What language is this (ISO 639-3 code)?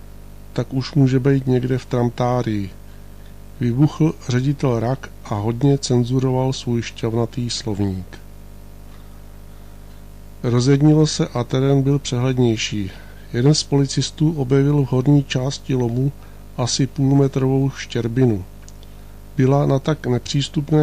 ces